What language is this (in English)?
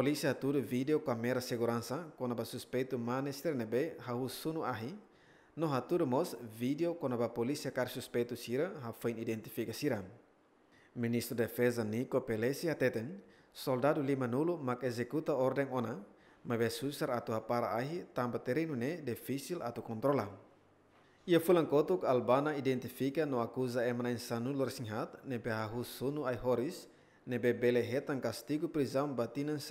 Tetum